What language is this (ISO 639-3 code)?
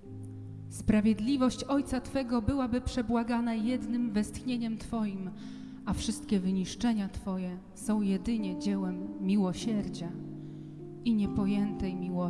pol